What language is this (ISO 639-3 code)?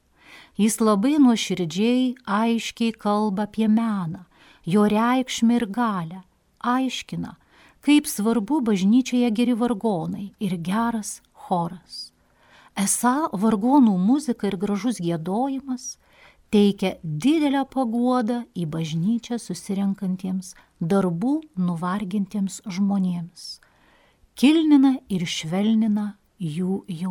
lit